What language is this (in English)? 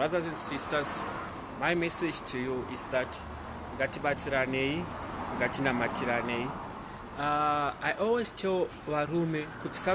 Shona